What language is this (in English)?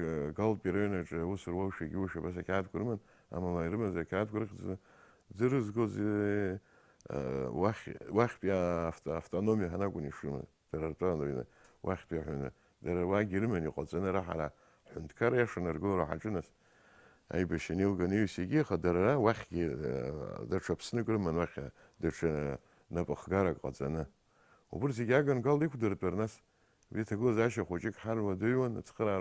Abkhazian